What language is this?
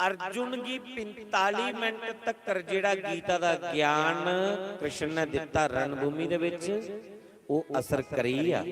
Dogri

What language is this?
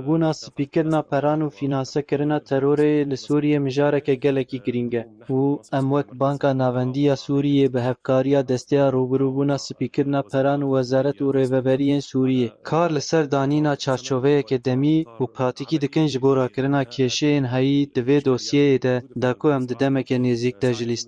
Kurdish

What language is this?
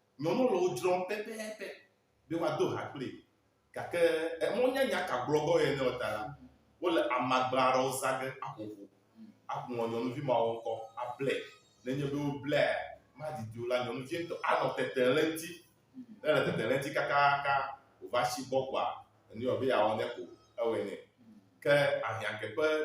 Ewe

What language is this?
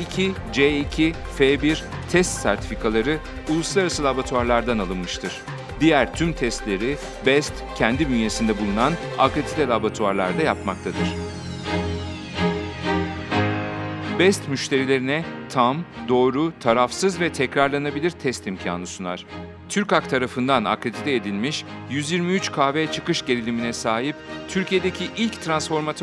Turkish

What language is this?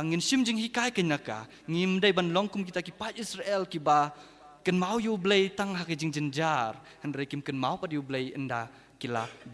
Khasi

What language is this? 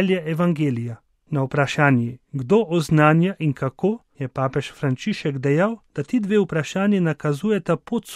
Slovenian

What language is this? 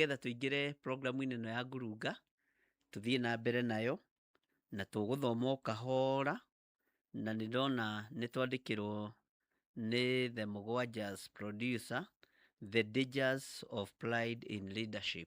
Kikuyu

